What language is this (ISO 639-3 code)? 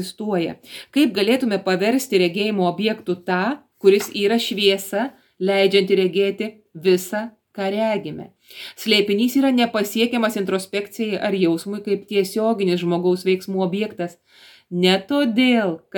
lit